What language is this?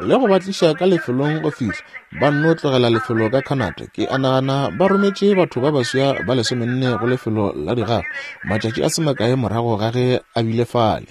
Northern Sotho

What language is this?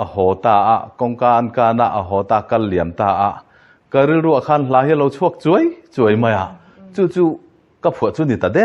Mizo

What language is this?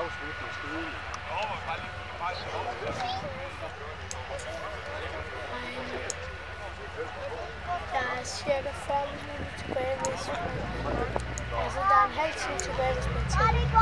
Danish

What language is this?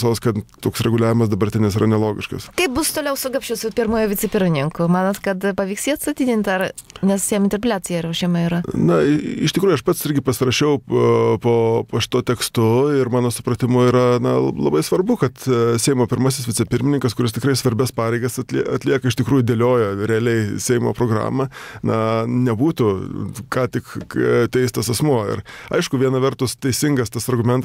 Lithuanian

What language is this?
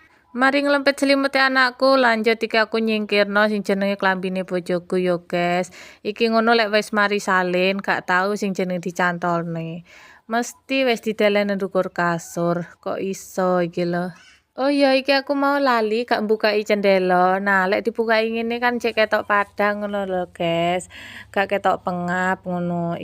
Javanese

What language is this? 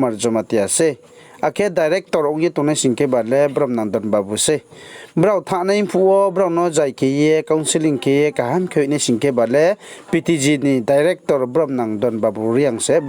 Riang (India)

